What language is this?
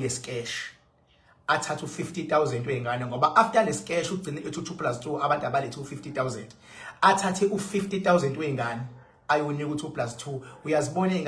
Zulu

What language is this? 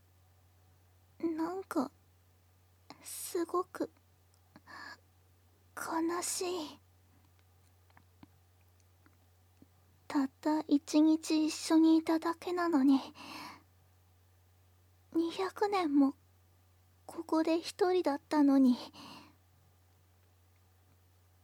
Japanese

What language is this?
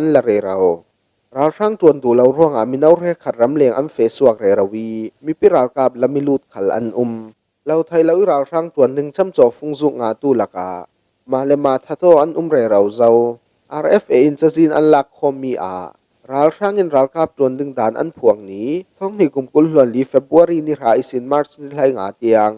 Falam Chin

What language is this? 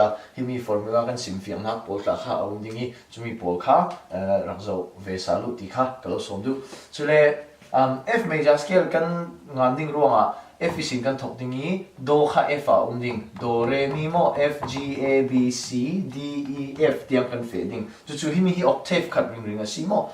Falam Chin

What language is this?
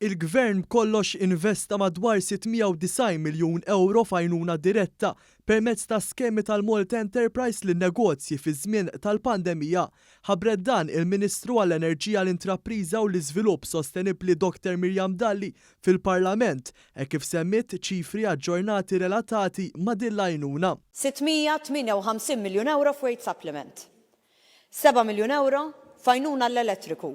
Maltese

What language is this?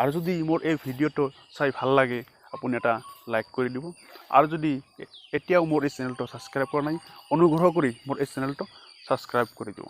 Assamese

